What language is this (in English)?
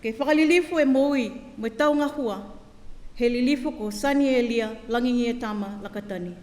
Niuean